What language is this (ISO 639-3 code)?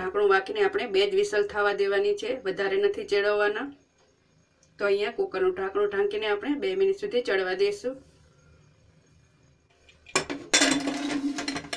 guj